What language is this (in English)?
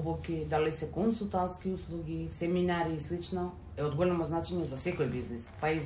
Macedonian